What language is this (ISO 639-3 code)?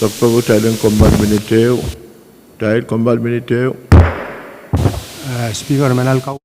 pon